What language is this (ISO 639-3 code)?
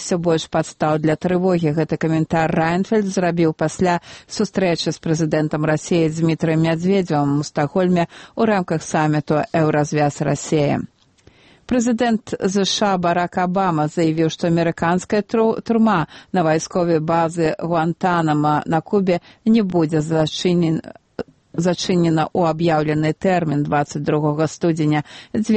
bel